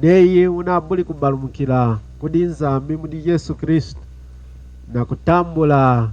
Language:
Lunda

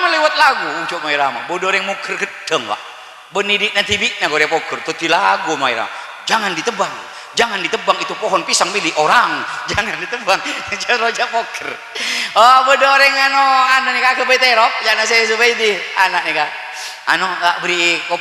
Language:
Madurese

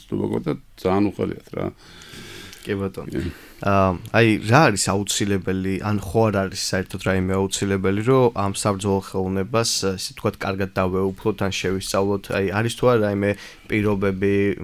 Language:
Georgian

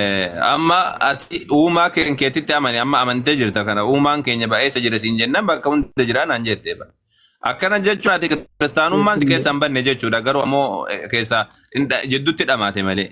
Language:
Oromo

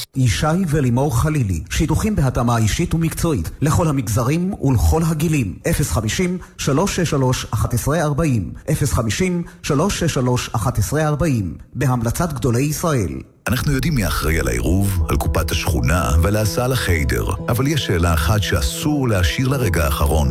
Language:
Hebrew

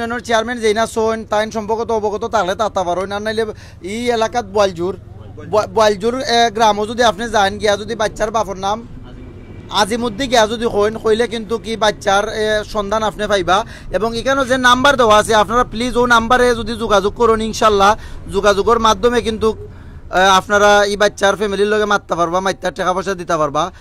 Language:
Sylheti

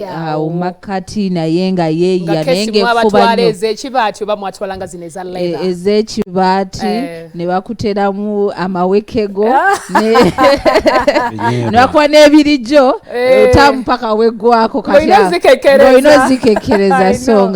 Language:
Ganda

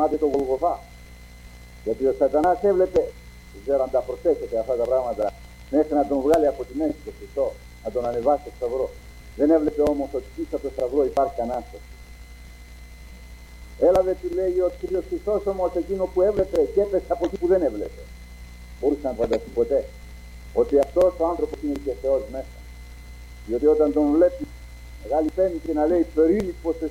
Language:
Greek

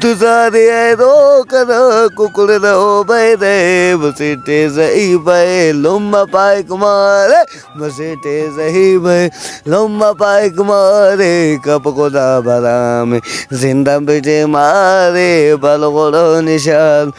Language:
Brahui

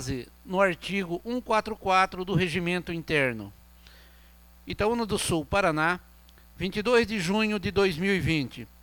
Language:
Portuguese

